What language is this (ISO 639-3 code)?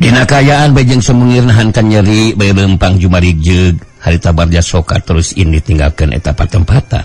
sun